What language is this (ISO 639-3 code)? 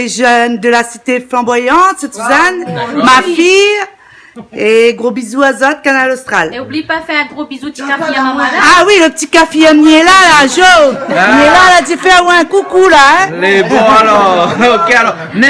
rcf